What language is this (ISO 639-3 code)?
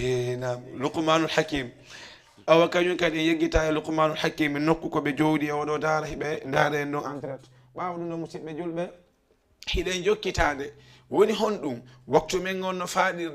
ful